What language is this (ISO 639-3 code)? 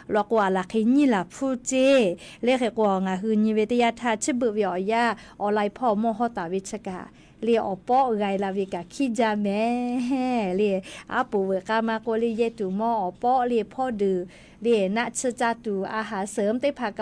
lhu